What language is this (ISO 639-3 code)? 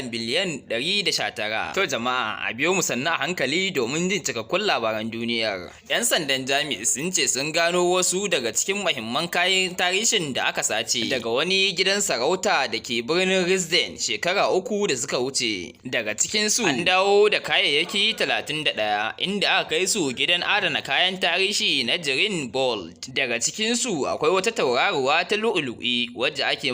hau